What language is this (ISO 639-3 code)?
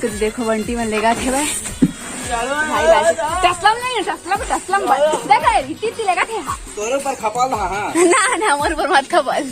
hne